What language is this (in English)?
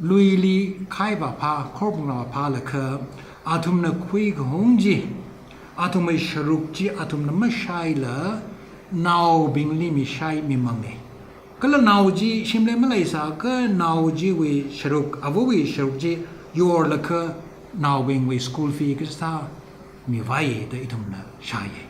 Tangkhul Naga (India)